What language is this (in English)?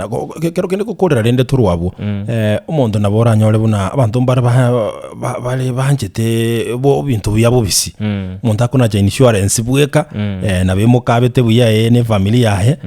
Gusii